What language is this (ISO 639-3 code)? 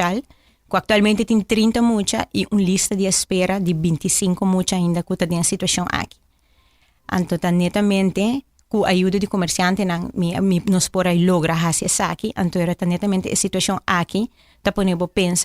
pap